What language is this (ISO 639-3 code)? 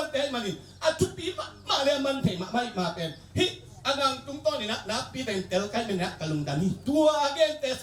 ctd